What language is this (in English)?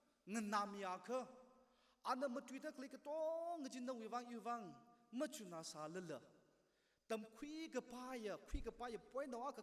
Tangkhul Naga (India)